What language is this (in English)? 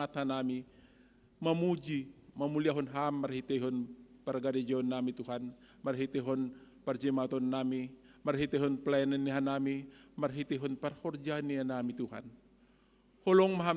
Batak Simalungun